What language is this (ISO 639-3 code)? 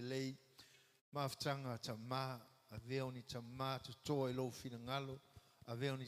smo